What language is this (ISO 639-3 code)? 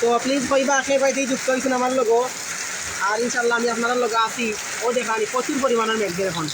syl